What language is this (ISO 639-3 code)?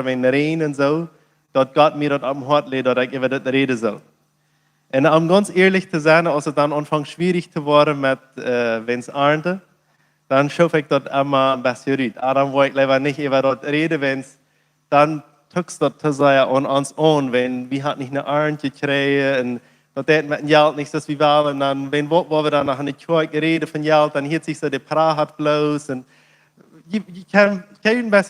pdt